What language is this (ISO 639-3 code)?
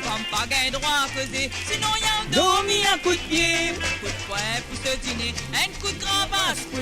mfe